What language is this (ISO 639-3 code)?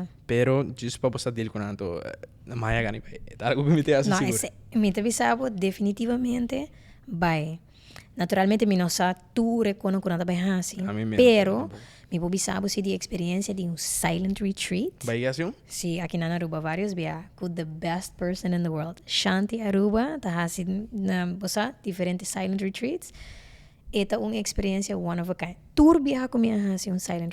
pap